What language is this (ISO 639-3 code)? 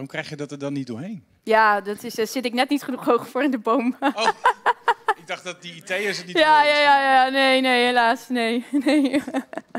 nld